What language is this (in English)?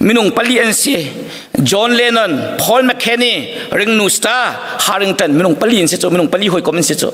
Hakha Chin